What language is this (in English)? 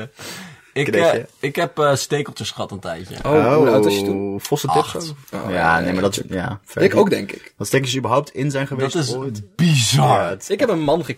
Dutch